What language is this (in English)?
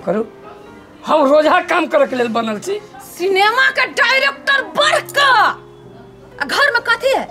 Maithili